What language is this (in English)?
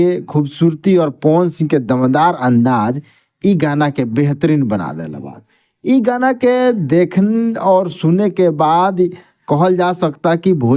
Bhojpuri